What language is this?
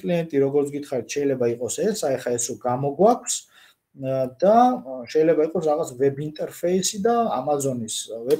Georgian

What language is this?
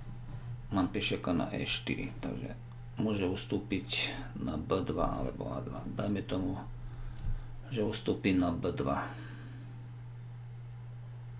Slovak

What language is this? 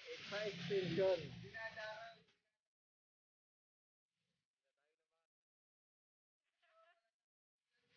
Filipino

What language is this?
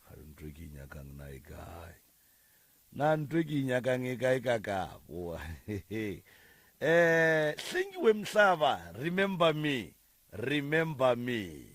Northern Sotho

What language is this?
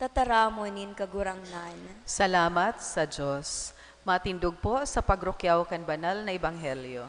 Bikol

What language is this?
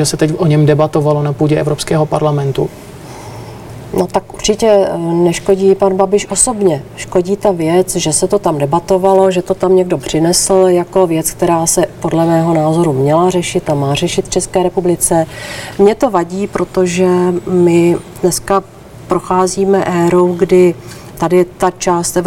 Czech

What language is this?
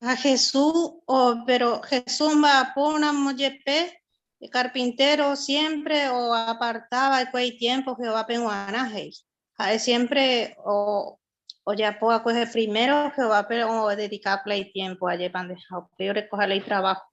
Guarani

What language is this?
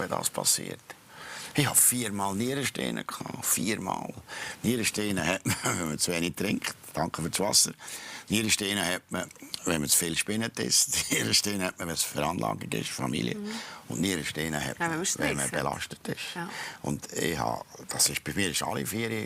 Swiss German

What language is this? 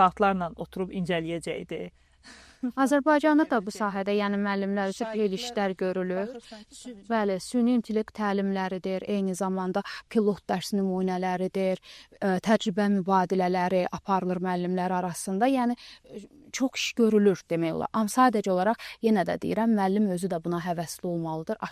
Azerbaijani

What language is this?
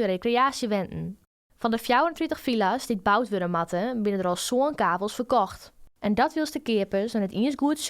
Western Frisian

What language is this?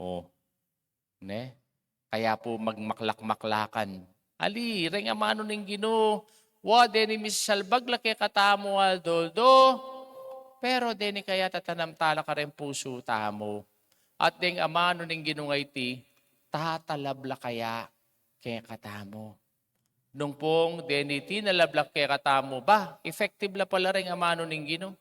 Pampanga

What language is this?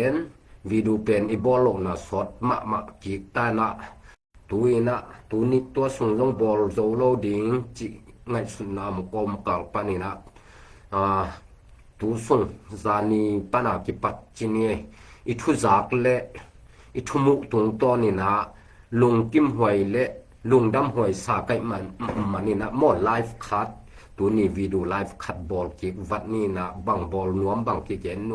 Tedim Chin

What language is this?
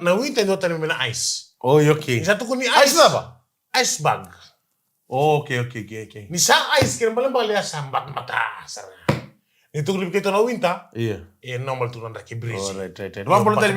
Fijian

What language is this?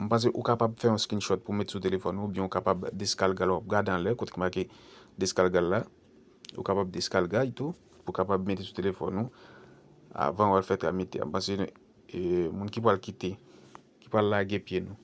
Haitian Creole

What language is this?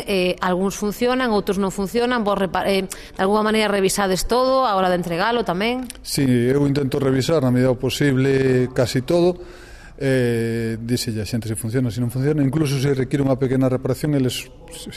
Galician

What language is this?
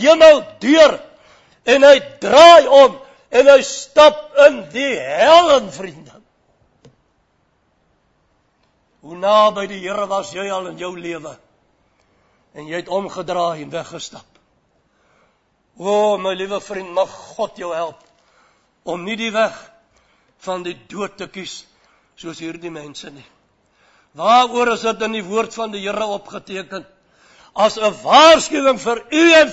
Afrikaans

